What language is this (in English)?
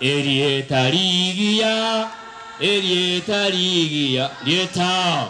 Gusii